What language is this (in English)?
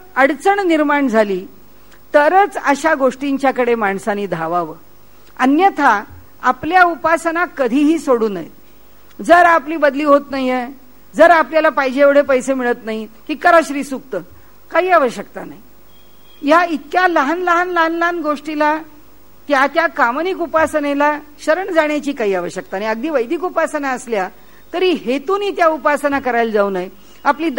Marathi